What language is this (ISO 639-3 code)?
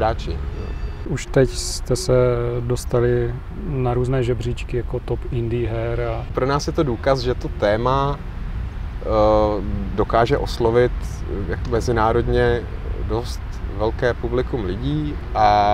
ces